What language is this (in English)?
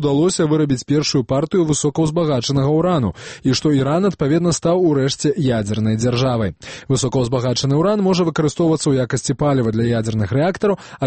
Belarusian